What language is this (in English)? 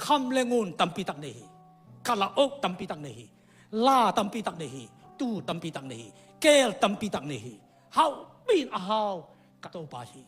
Tedim Chin